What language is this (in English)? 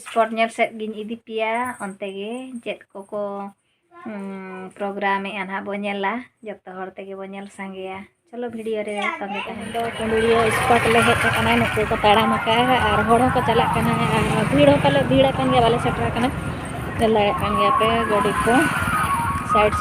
Santali